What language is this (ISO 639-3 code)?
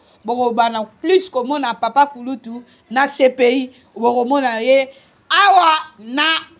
lin